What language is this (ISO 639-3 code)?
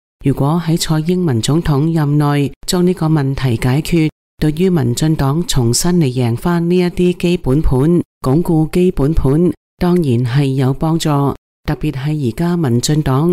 yue